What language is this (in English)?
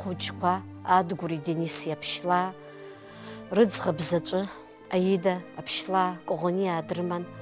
Abkhazian